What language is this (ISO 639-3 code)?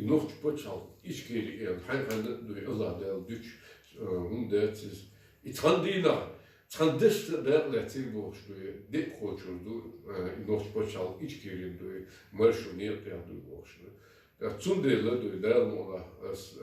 che